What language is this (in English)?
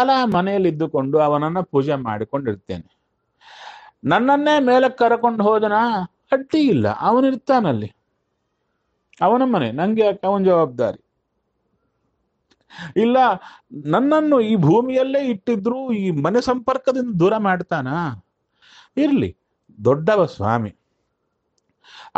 Kannada